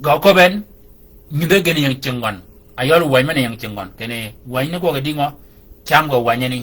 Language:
Shilluk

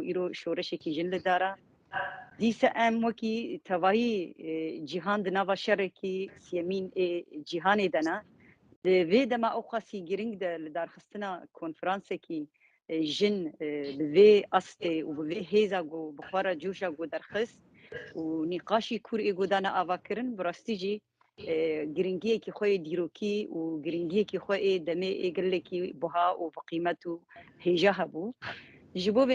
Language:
Kurdish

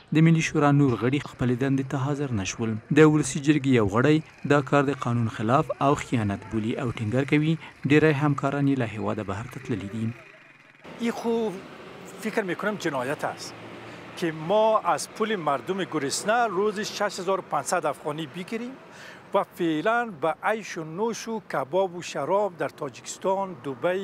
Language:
Pashto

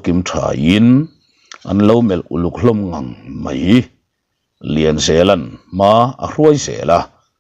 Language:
Mizo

